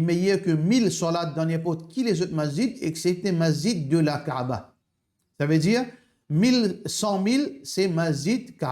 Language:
Morisyen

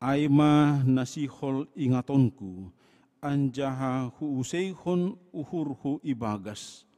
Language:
Batak Simalungun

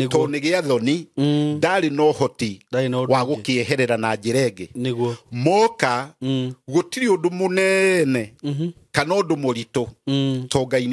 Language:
Kikuyu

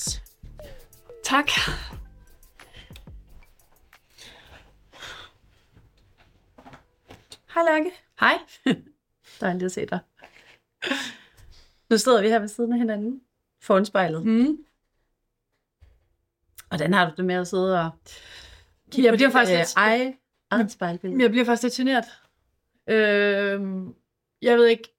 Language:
Danish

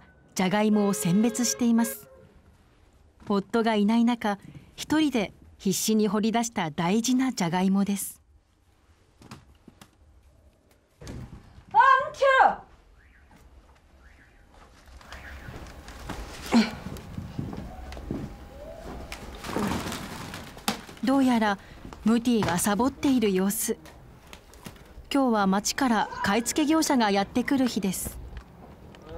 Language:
Japanese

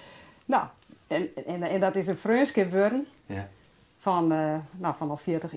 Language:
Western Frisian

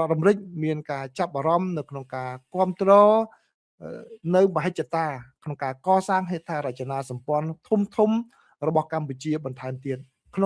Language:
Khmer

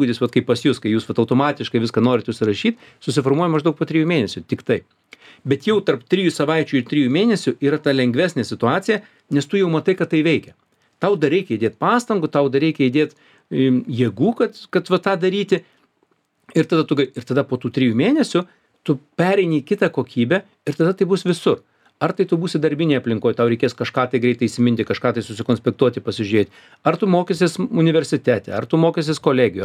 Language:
Lithuanian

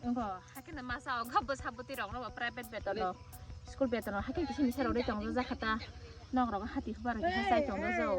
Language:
Kok Borok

